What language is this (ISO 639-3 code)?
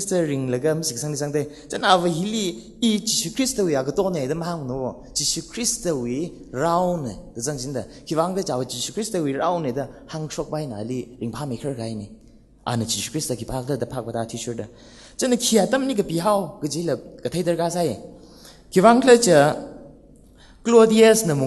nmf